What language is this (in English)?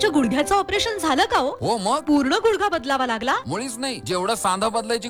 Marathi